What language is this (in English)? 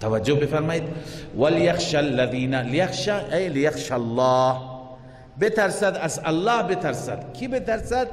Persian